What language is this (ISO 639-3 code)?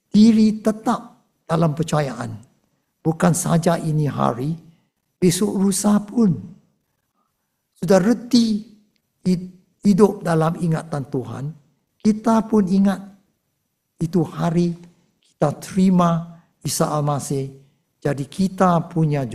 msa